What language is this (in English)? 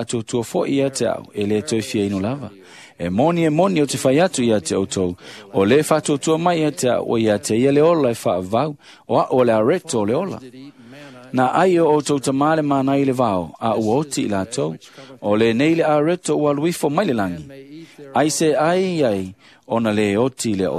Samoan